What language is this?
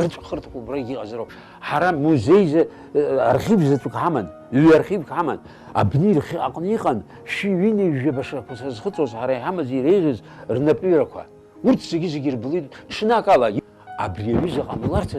Abkhazian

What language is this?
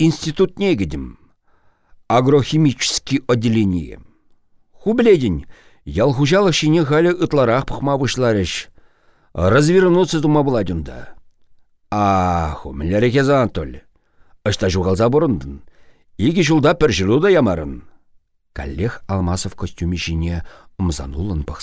Chuvash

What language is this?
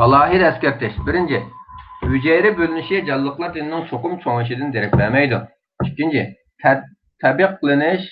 Uyghur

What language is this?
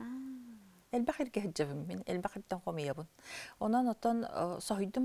Yakut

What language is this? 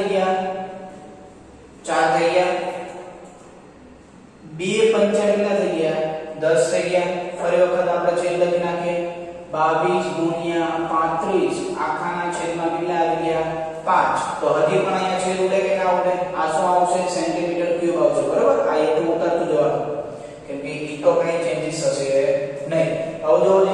Gujarati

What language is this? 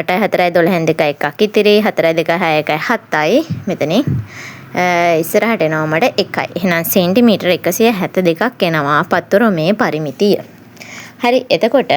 Sinhala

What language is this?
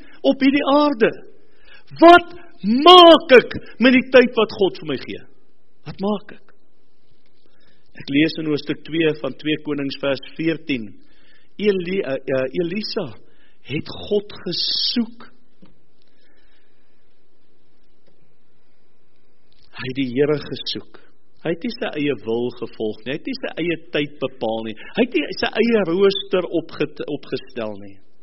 Afrikaans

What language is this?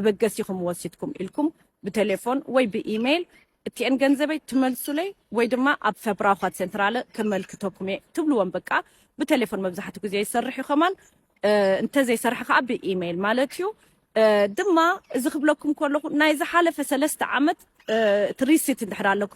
Tigrinya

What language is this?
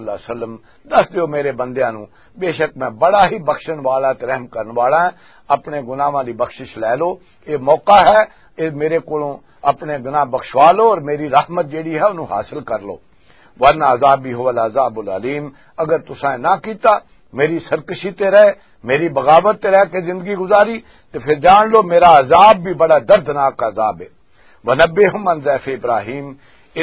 Western Panjabi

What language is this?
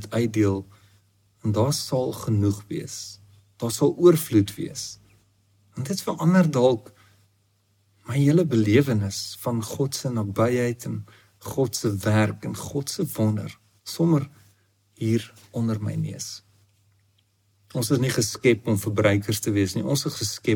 Afrikaans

